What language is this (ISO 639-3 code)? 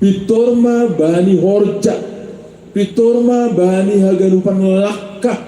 bts